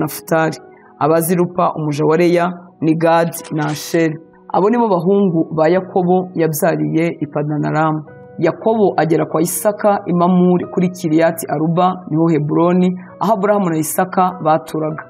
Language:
Kinyarwanda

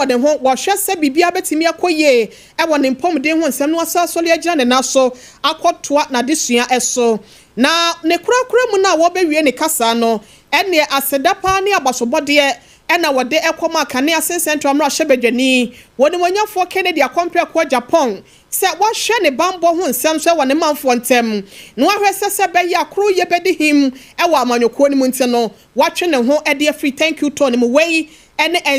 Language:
Akan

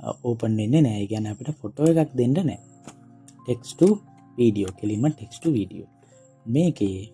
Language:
Sinhala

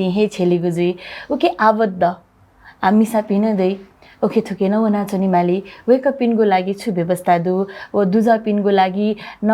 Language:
Newari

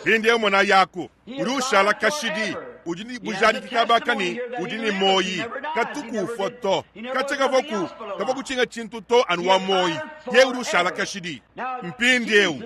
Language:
Luba-Lulua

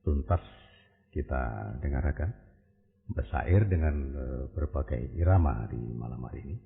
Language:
Banjar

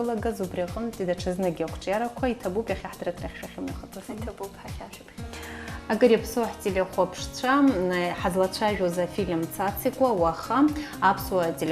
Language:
Abkhazian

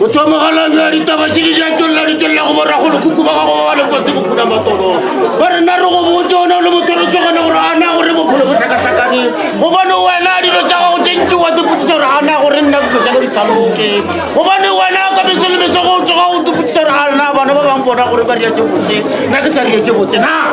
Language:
Northern Sotho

